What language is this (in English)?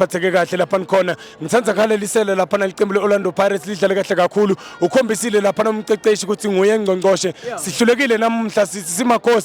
Zulu